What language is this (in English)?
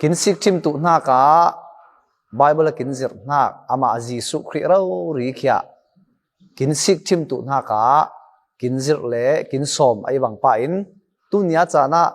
Falam Chin